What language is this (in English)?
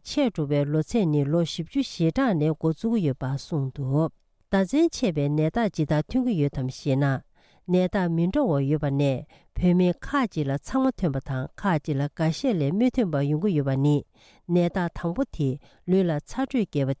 Tibetan